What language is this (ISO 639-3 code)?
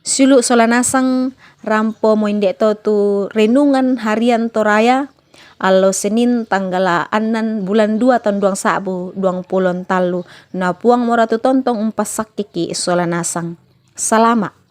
sda